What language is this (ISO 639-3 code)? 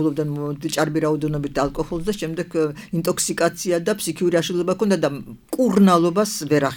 kat